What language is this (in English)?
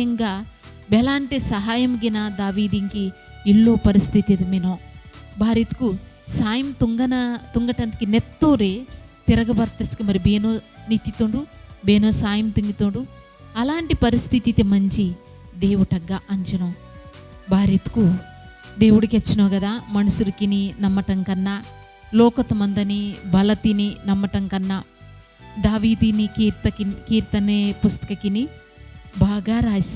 Koya